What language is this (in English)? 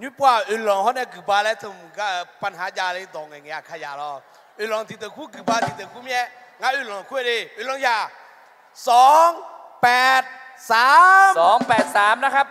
Akha